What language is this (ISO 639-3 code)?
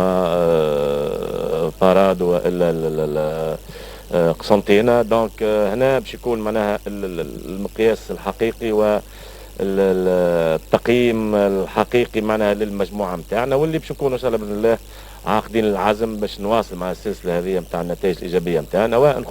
arq